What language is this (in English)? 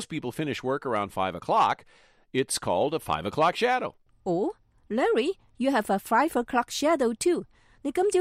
Cantonese